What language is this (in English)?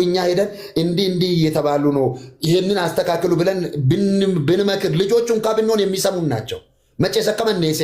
Amharic